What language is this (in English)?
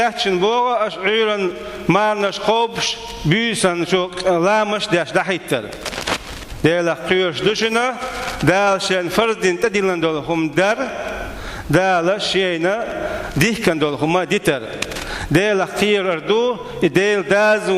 Chechen